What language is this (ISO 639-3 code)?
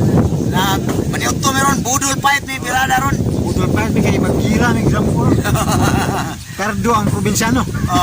ceb